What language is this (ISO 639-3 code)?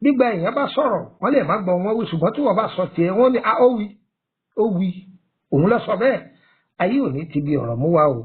yor